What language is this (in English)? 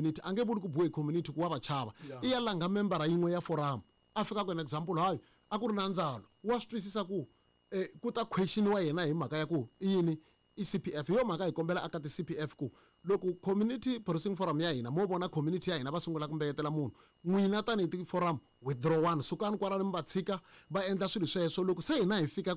Tsonga